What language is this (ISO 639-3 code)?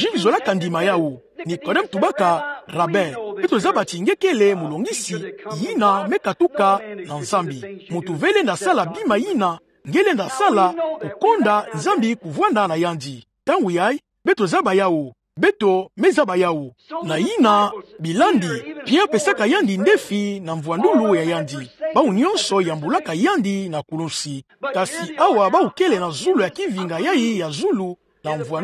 ktu